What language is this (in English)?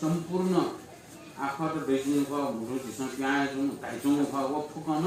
Newari